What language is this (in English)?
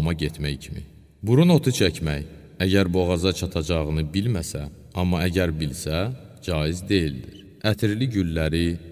Azerbaijani